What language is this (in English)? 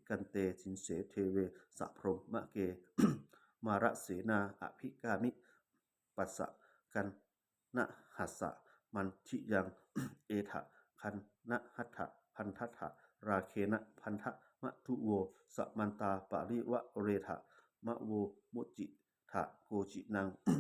Pali